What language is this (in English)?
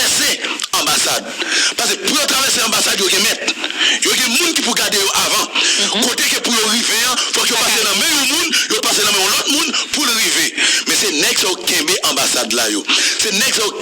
Haitian Creole